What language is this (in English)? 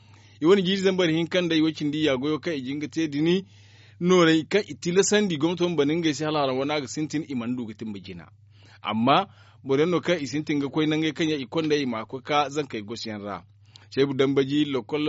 Zarma